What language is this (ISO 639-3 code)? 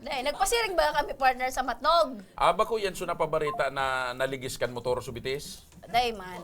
bik